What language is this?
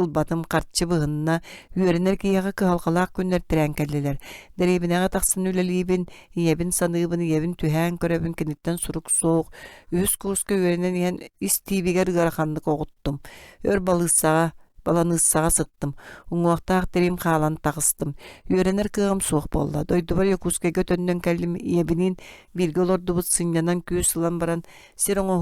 Yakut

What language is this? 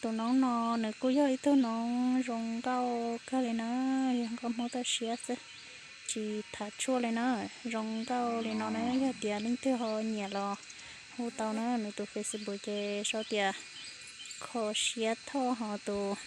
Hmong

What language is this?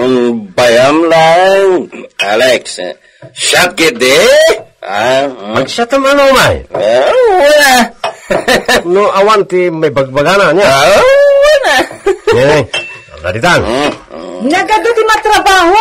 Iloko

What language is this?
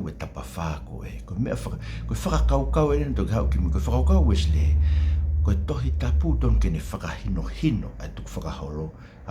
Tongan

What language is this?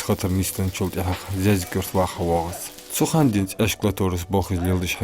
Ingush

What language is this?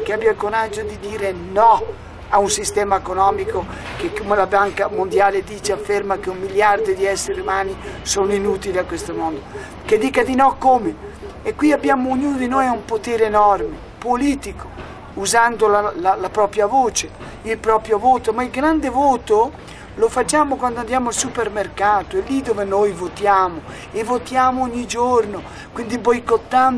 Italian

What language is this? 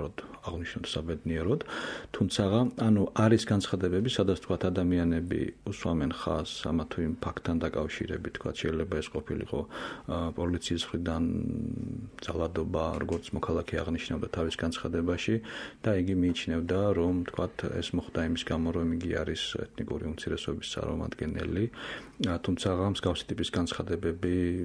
Georgian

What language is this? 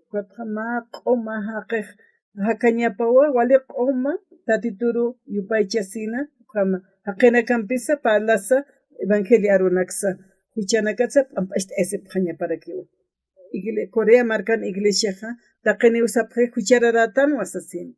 Aymara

